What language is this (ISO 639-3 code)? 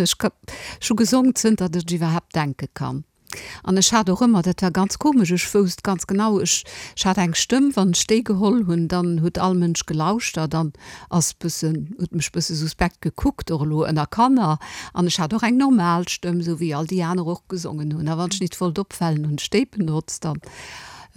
ltz